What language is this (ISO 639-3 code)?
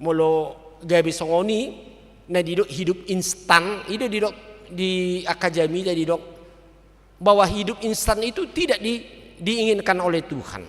bbc